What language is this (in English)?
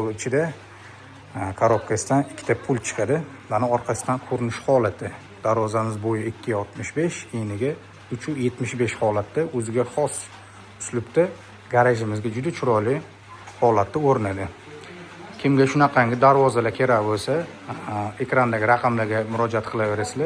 Uzbek